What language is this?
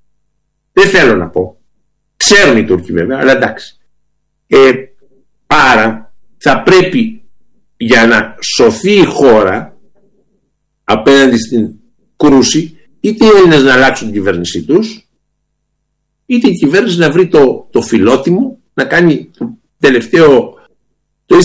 Greek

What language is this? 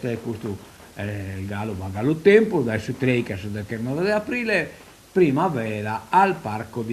Sardinian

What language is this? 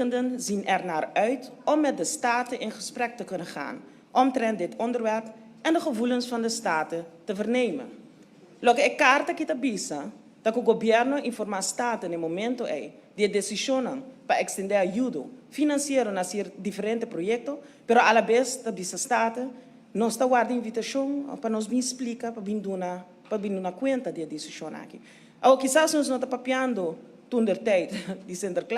Papiamento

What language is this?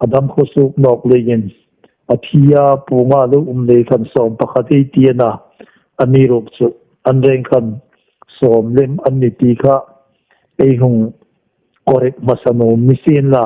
Hmar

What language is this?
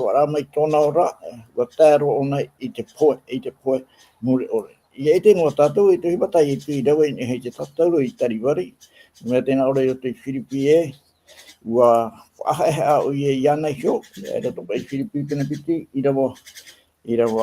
Tahitian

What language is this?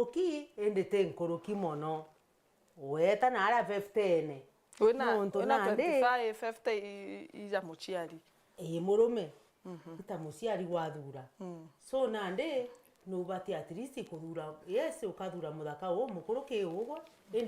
Meru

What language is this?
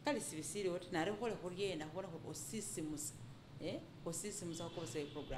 Masaaba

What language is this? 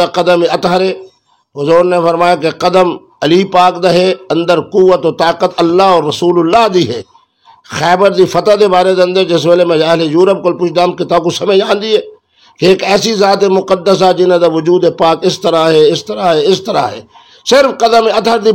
Saraiki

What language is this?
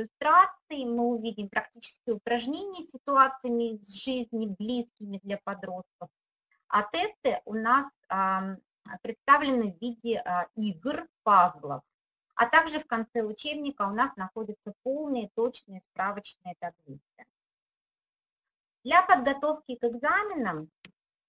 Russian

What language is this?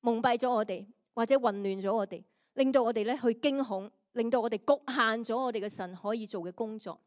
Cantonese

